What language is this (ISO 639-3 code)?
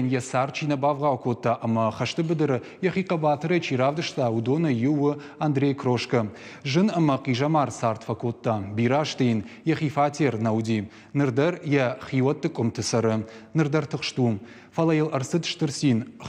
oss